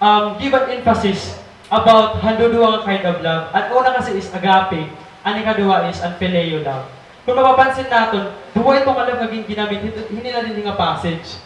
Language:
Waray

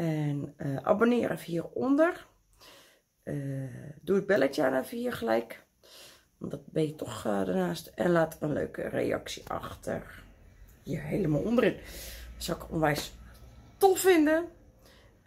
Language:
Dutch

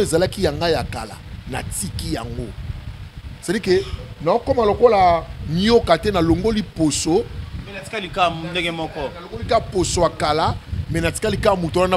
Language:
Lingala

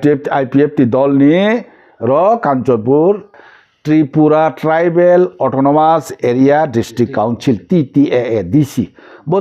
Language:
Riang (India)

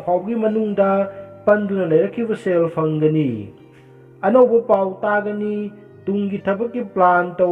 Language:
Manipuri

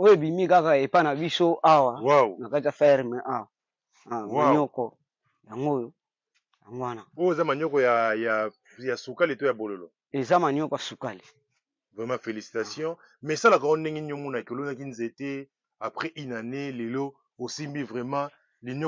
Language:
Lingala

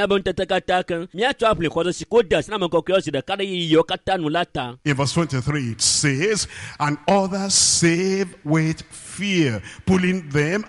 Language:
Ewe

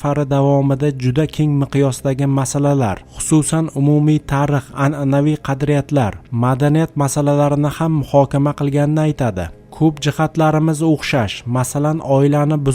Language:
Uzbek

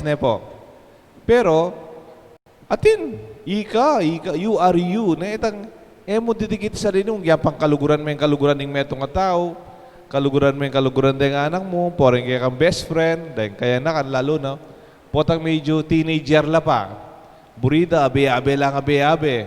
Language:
Pampanga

